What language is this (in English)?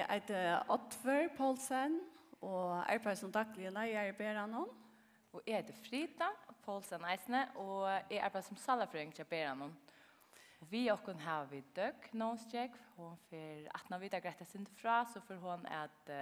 Faroese